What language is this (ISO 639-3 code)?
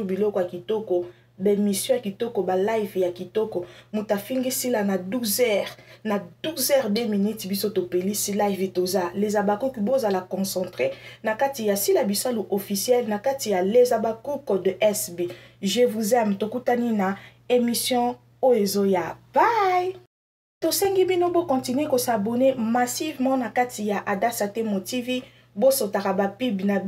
lin